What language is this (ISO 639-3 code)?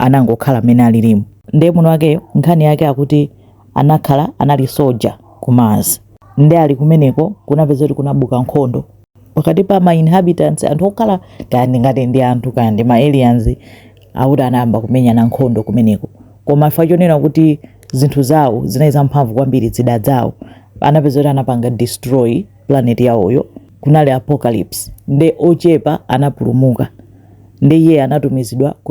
nya